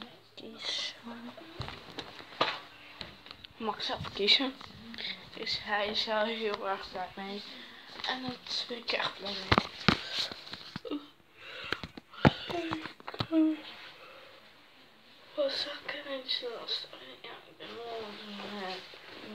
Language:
Dutch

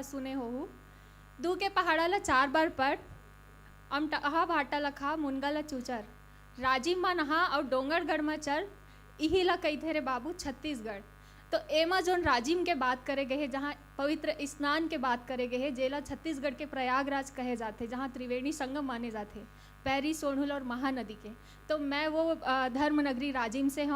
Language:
Chhattisgarhi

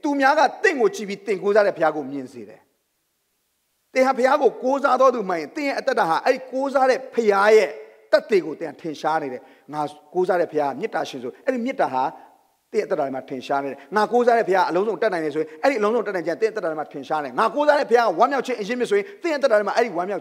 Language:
Burmese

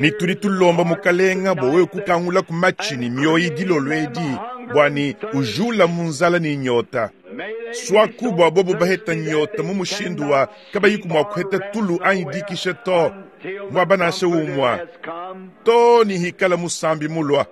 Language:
Luba-Lulua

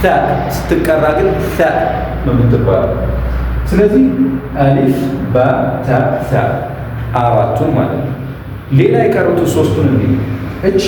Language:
Amharic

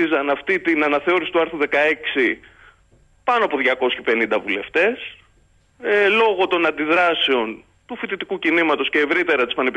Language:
Greek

